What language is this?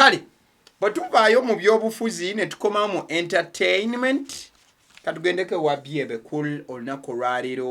Ganda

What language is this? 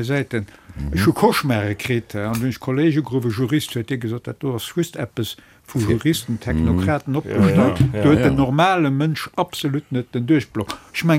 Luxembourgish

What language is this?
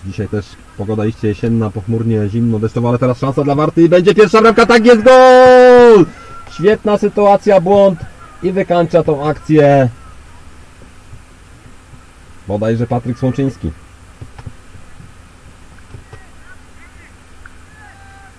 Polish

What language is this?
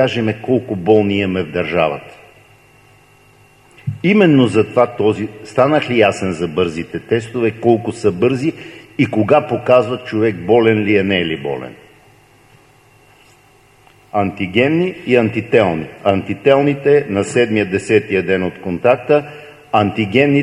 Bulgarian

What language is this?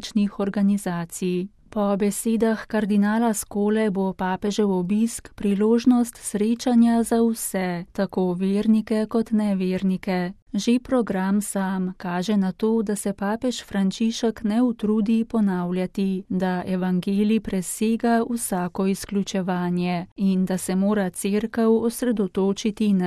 Slovenian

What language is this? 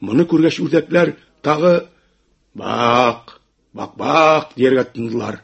Tatar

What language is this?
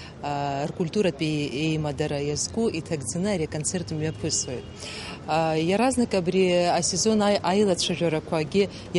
Abkhazian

